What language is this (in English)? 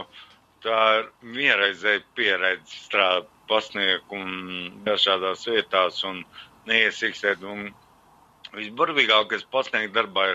Latvian